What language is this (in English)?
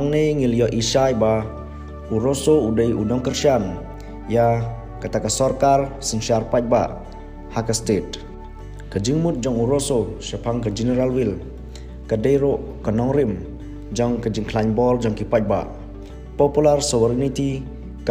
Khasi